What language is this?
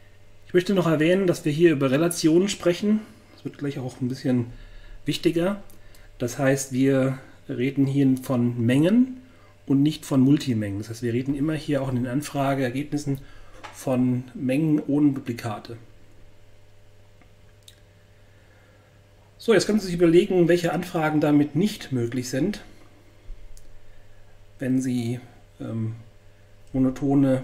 German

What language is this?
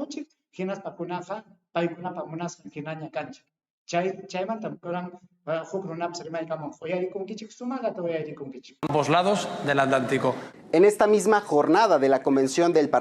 Ayacucho Quechua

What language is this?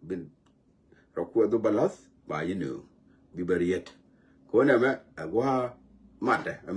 Nuer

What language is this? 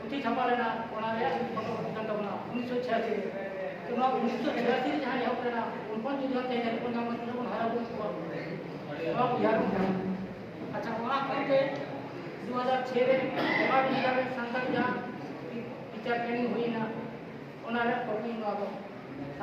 Santali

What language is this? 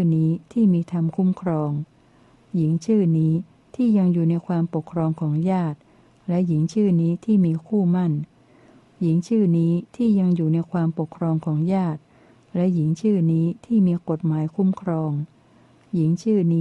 Thai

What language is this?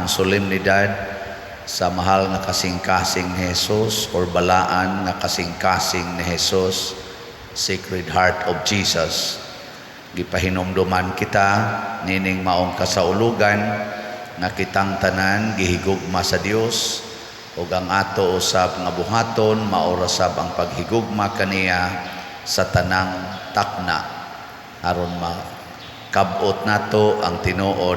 Cebuano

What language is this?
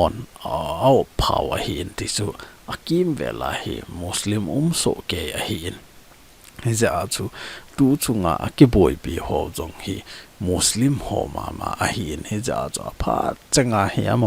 Thado Chin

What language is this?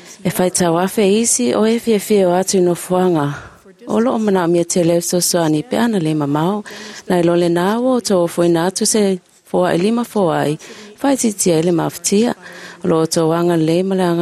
Samoan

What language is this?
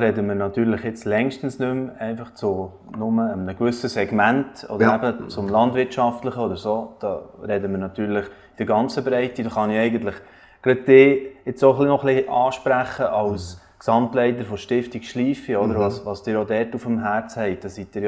Swiss German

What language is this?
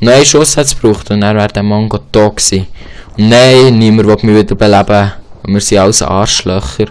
Swiss German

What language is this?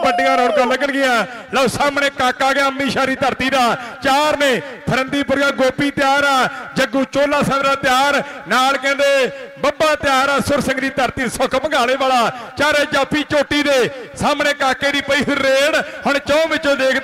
Punjabi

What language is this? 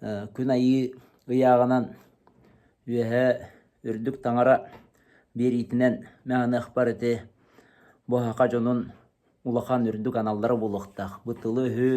Yakut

